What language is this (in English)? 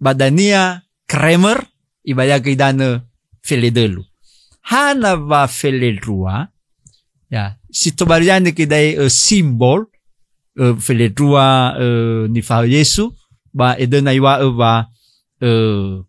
Nias